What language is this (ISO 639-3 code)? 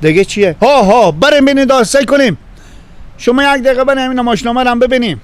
fas